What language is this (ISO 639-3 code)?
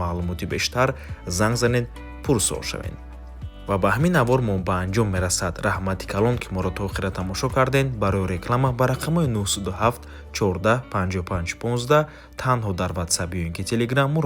tgk